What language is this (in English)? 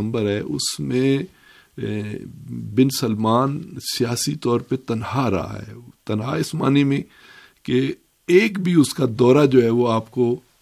Urdu